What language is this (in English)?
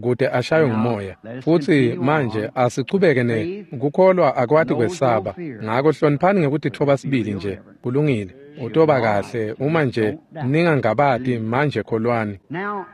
Swati